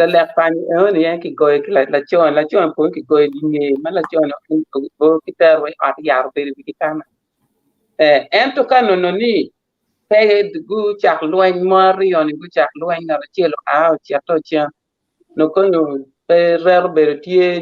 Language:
Acoli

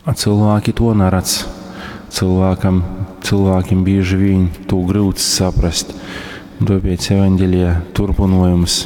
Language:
Latgalian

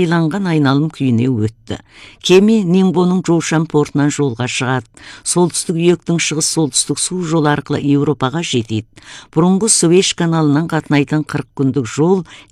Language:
Kazakh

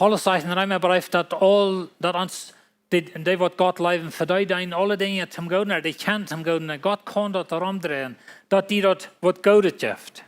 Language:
Plautdietsch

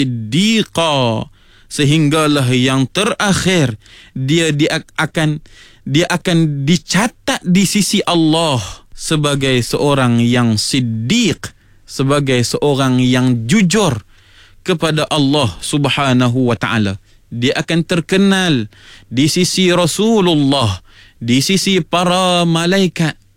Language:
Malay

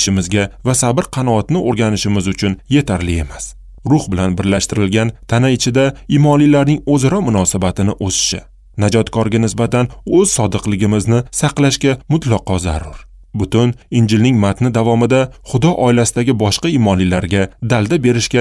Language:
Uzbek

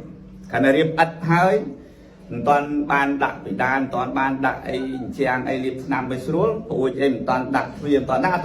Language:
Khmer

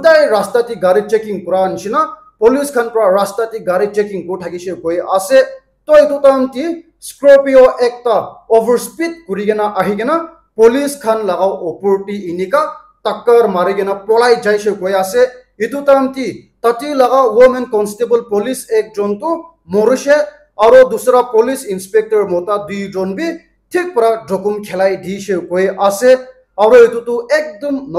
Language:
Naga Pidgin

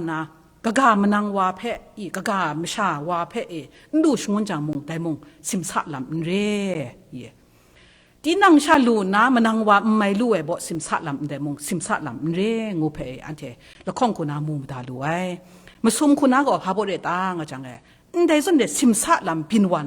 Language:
Kachin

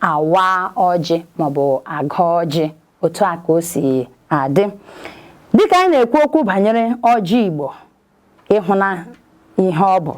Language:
Igbo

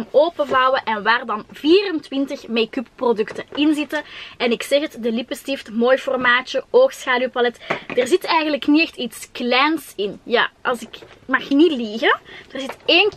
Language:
Dutch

